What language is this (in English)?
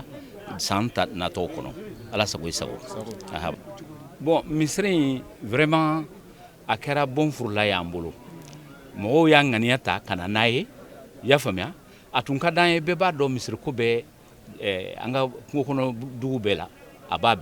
Bambara